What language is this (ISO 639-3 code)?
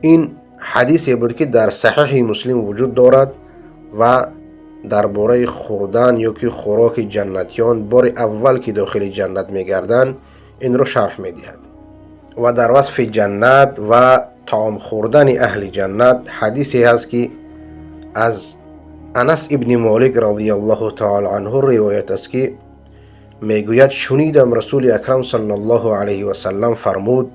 fas